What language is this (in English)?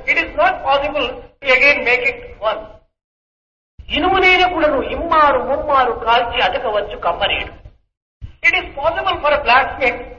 Telugu